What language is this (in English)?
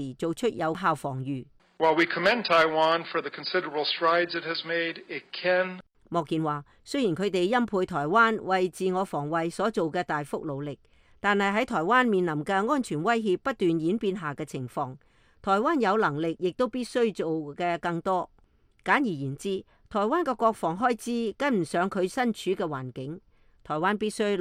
Cantonese